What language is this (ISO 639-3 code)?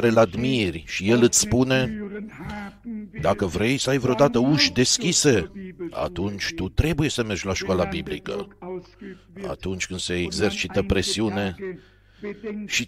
ron